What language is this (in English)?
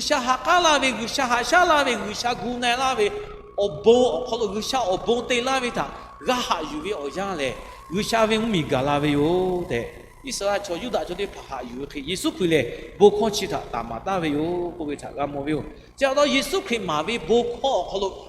Lahu